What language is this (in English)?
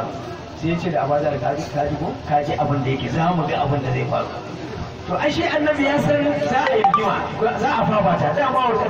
Hausa